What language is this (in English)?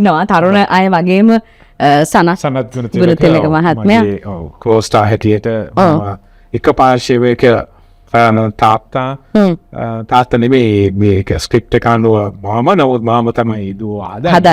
Sinhala